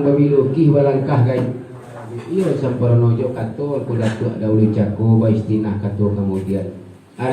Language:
Minangkabau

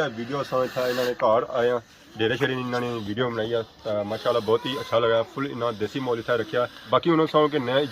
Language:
Pahari-Potwari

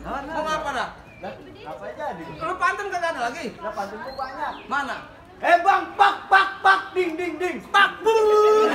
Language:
Betawi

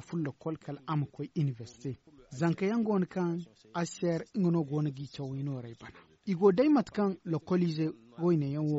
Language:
Zarma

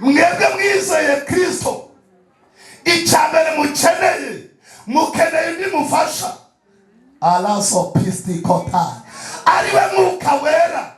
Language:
Kinyarwanda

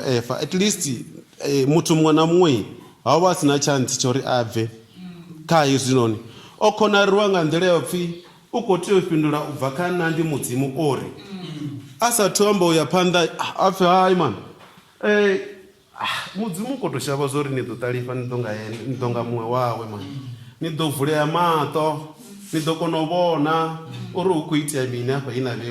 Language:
Venda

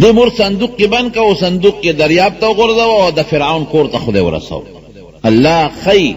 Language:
Pashto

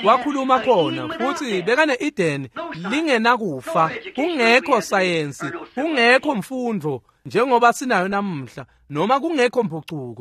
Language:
Swati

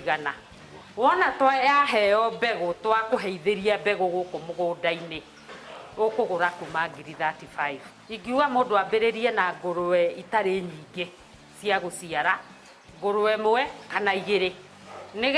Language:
Kikuyu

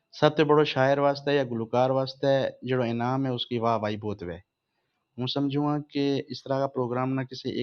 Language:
Gujari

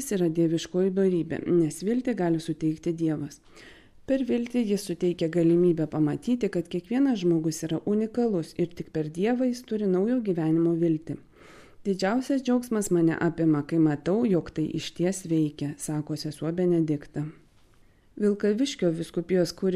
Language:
Lithuanian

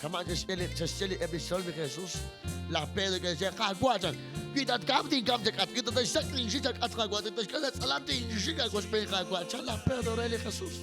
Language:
Kekchí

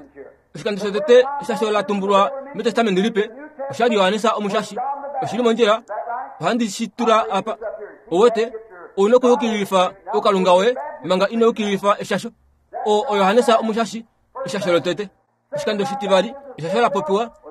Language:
Kuanyama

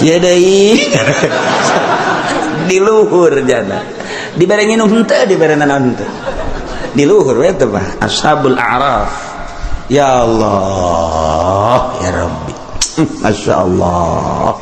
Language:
Sundanese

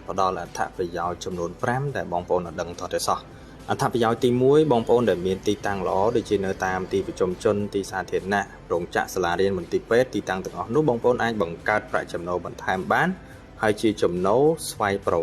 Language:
Khmer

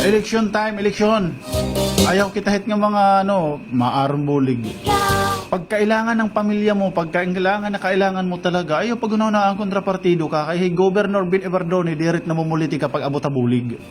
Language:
Waray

